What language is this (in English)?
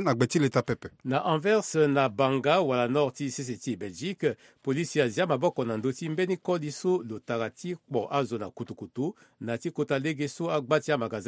Sango